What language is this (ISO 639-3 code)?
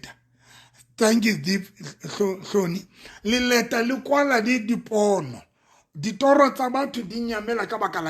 sot